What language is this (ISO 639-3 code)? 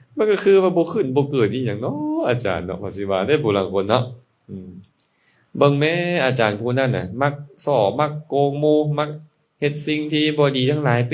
lao